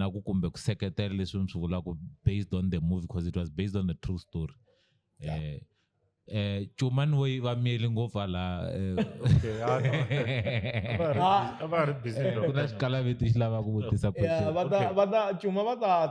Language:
Tsonga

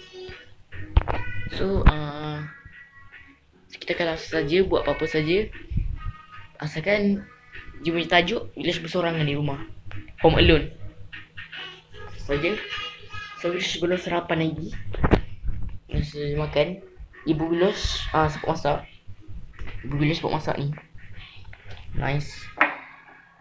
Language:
Malay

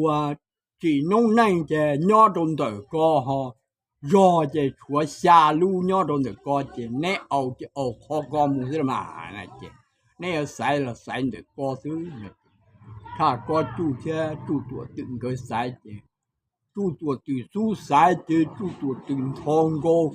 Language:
Hmong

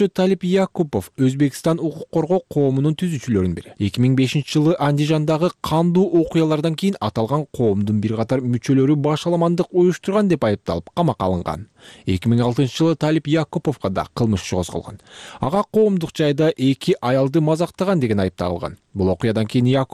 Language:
Kyrgyz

